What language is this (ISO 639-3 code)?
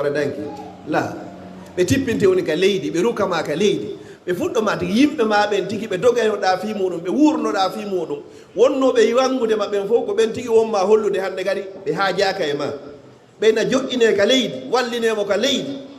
ful